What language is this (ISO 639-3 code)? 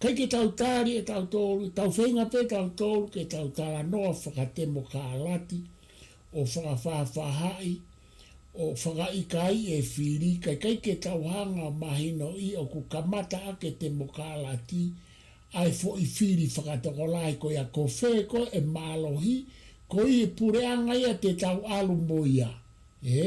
ton